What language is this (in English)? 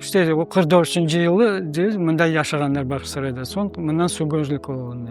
Crimean Tatar